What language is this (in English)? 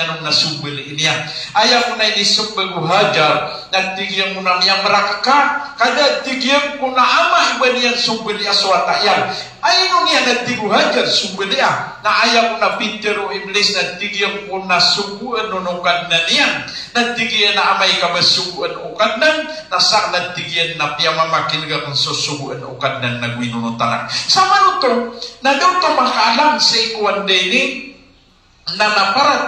Maranao